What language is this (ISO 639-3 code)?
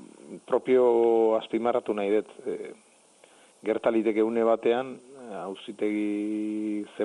eus